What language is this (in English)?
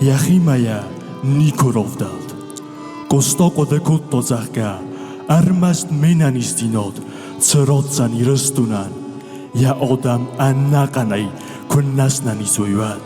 Ossetic